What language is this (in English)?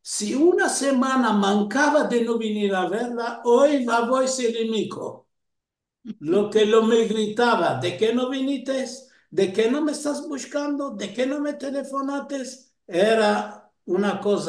Ladino